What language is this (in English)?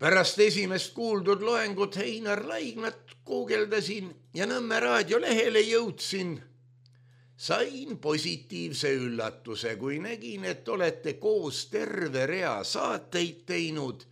Estonian